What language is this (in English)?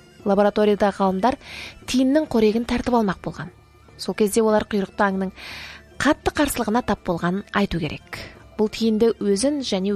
Kazakh